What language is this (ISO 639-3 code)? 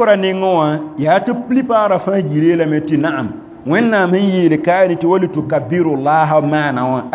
mos